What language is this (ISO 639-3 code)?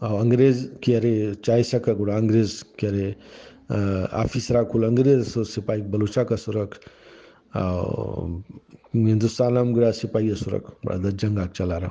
brh